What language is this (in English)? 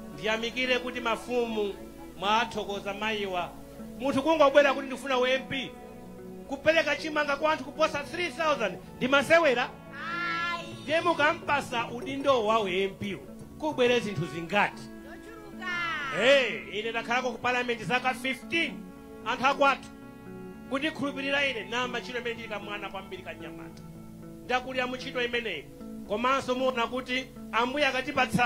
Nyanja